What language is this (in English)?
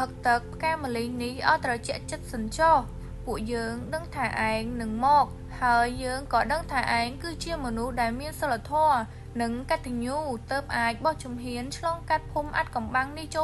Khmer